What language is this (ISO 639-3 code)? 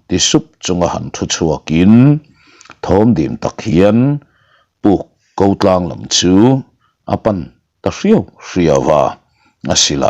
lus